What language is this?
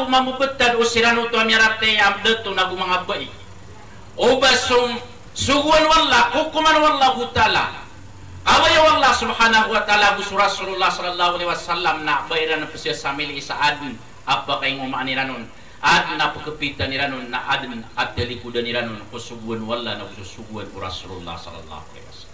Maranao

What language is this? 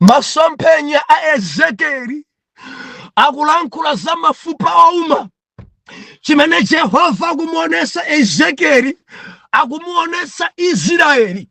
Nyanja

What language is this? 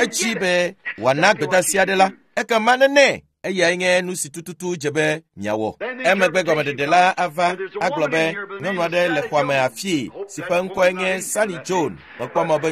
Ewe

